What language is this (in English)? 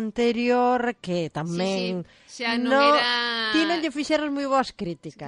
Galician